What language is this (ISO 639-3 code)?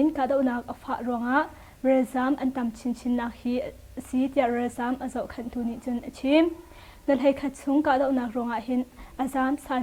cnh